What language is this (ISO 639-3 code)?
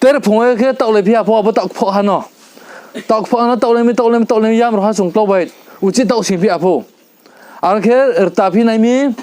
ria